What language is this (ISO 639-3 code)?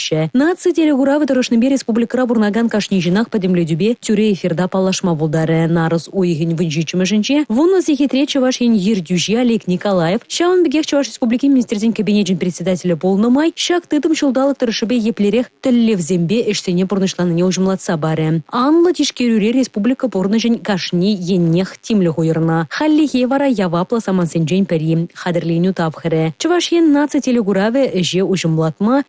chv